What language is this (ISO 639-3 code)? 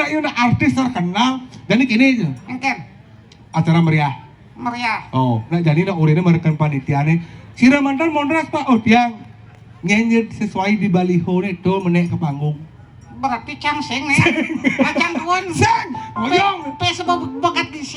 ban